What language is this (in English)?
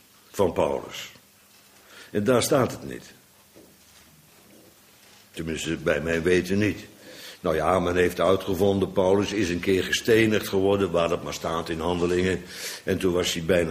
Dutch